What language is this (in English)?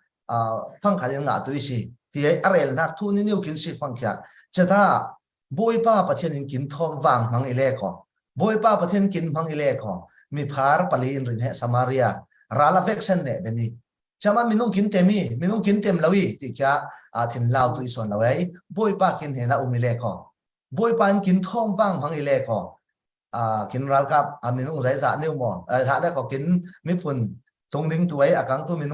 Falam Chin